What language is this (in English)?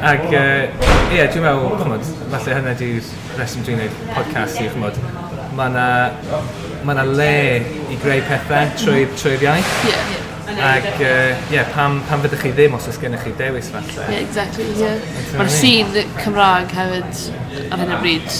Welsh